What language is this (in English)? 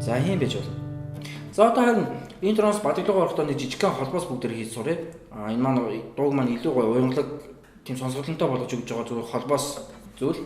Mongolian